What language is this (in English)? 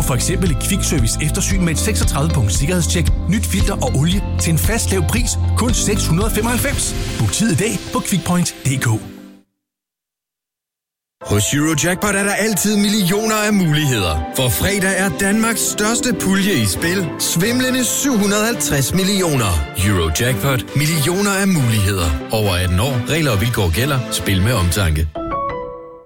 Danish